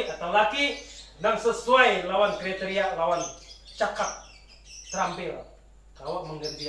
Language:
Banjar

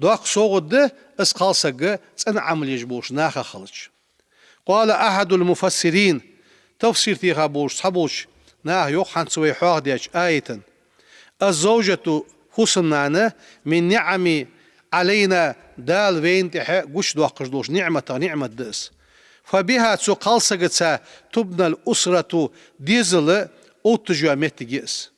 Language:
Ingush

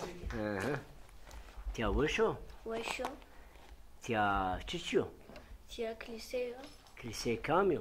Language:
Zaza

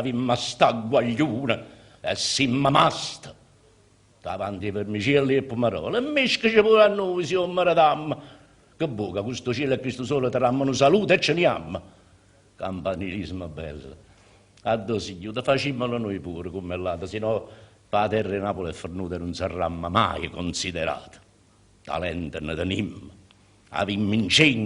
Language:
Neapolitan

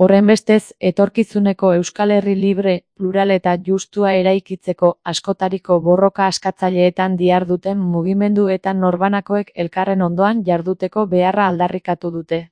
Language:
Basque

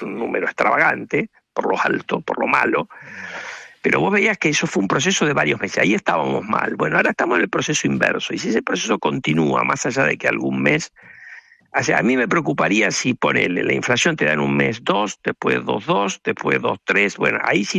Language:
Spanish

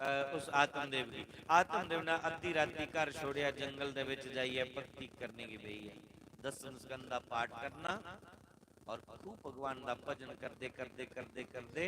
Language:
Dogri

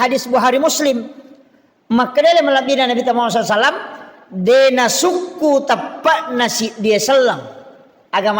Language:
Buginese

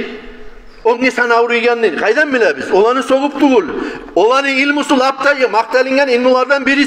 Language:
Kumyk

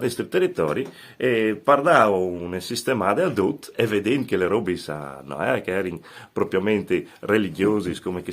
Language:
Friulian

